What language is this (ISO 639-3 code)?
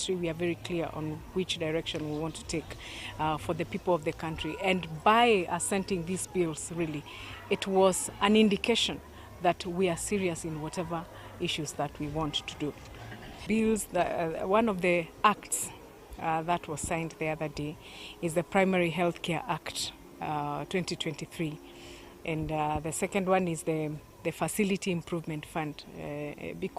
guz